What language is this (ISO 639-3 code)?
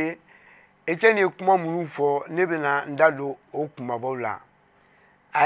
bam